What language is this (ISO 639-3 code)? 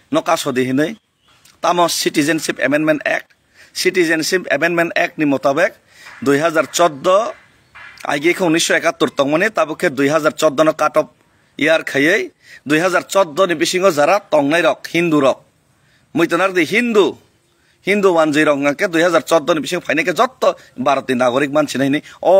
trp